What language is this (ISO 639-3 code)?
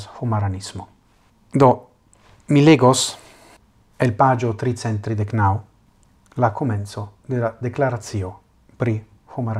epo